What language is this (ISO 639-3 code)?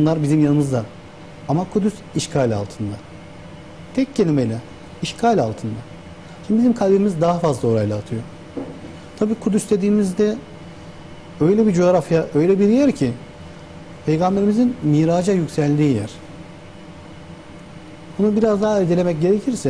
tur